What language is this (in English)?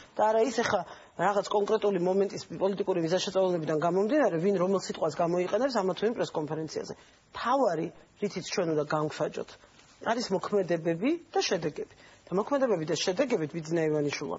Georgian